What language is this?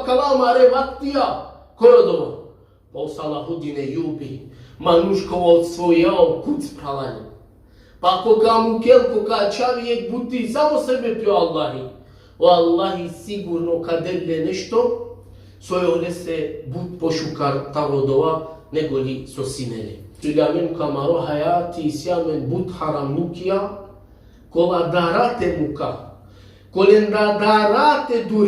Balkan Romani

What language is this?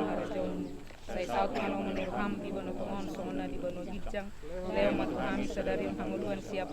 Batak Toba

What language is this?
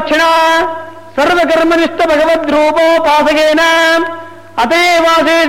Sanskrit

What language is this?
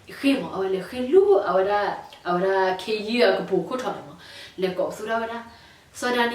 S'gaw Karen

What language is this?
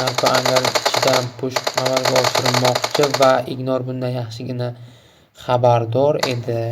Uzbek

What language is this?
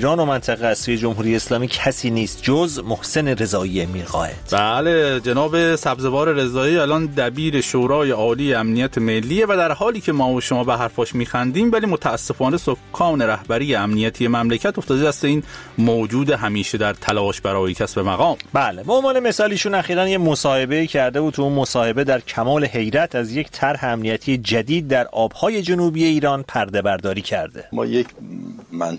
Persian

